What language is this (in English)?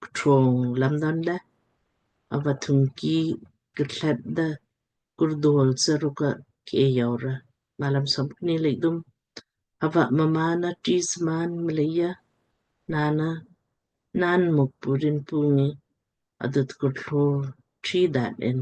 Lamkang